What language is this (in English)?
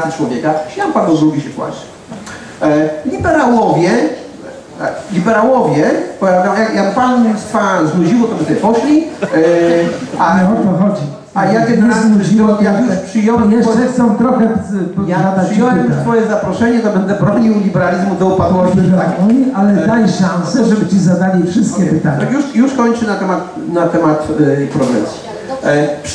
Polish